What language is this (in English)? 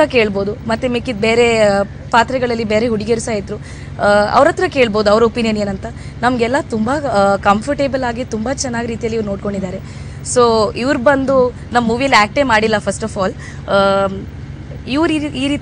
Kannada